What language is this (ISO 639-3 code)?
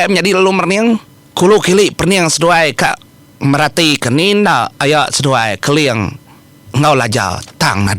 iba